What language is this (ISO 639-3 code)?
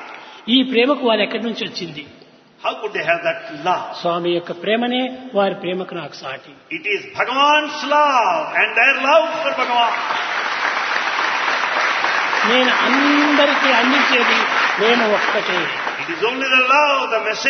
tel